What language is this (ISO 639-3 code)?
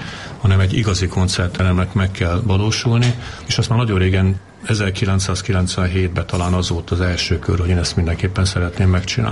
hun